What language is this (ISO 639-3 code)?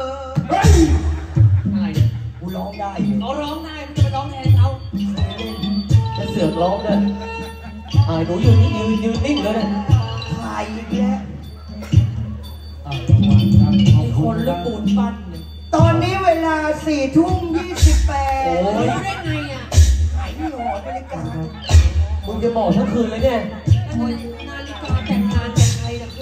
tha